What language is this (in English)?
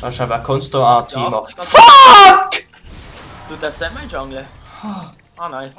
Swiss German